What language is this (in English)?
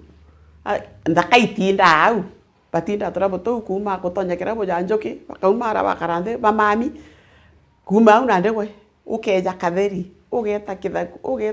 Meru